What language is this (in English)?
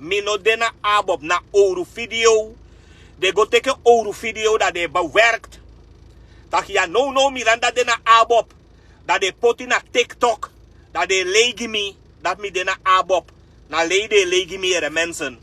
Sranan Tongo